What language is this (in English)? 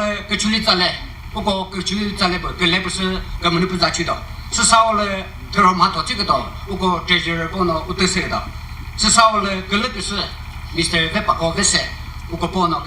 Chokri Naga